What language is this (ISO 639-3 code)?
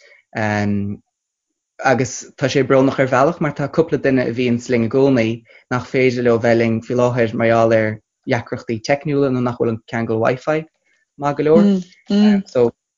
gle